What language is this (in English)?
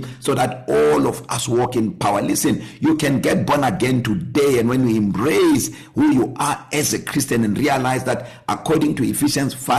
English